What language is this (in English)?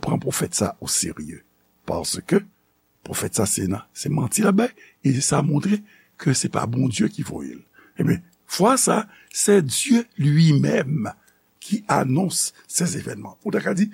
Haitian Creole